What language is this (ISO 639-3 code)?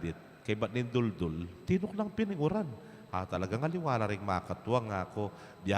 pam